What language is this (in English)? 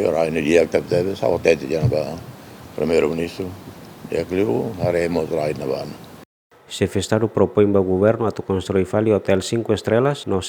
Tetum